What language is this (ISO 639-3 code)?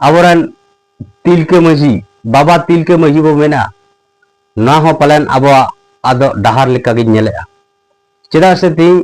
sat